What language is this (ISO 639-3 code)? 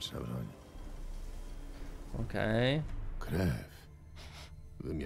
pol